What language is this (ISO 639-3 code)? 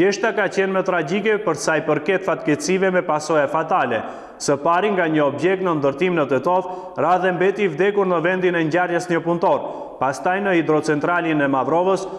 sqi